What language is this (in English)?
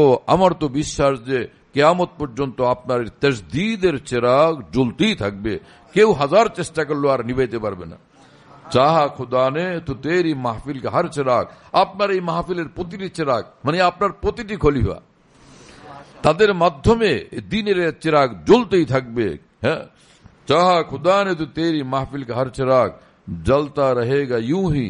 Bangla